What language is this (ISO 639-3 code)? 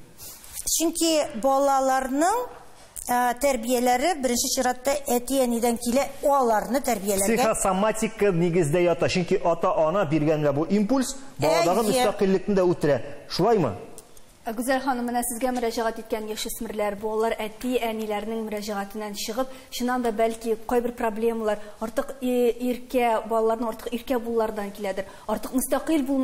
tat